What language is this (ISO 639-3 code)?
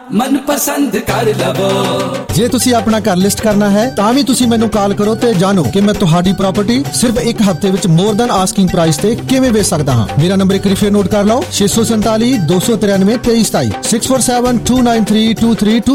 pan